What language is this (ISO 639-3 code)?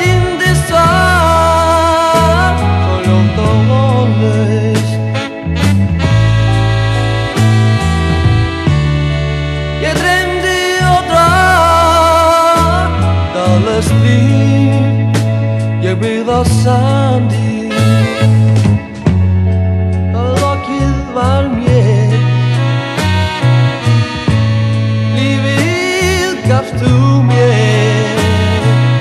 isl